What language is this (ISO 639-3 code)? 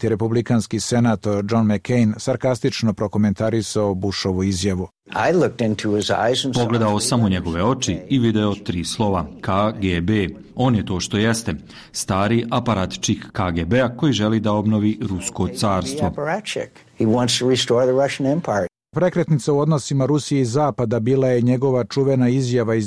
srp